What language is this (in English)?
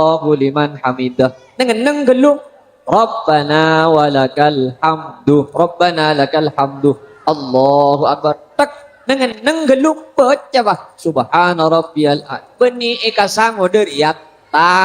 Madurese